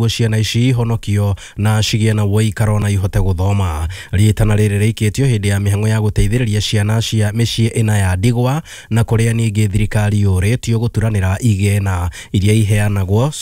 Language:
Kikuyu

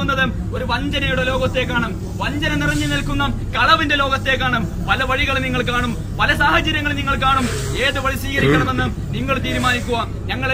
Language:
Malayalam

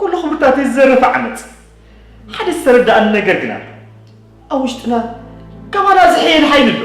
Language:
Tigrinya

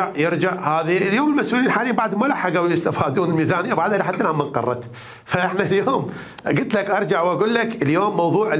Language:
Mesopotamian Arabic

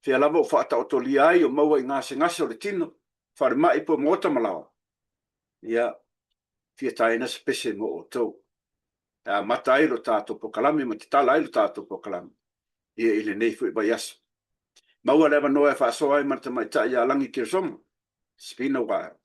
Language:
Samoan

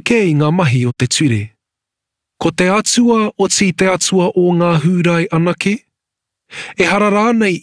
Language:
Māori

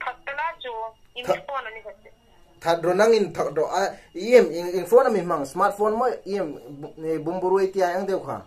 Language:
Hmar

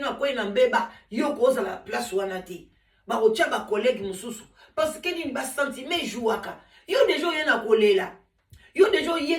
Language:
Lingala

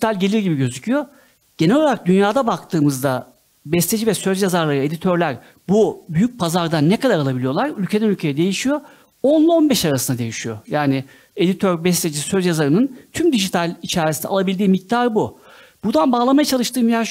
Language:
Turkish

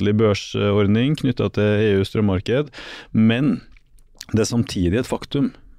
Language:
Norwegian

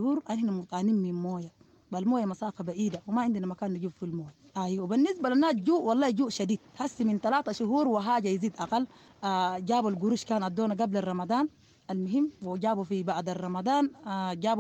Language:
Sudanese Arabic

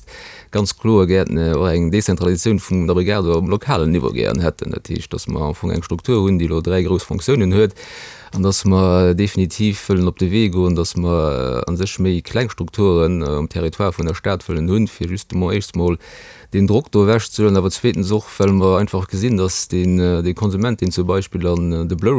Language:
Luxembourgish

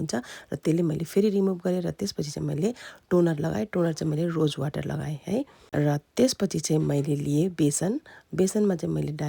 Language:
Nepali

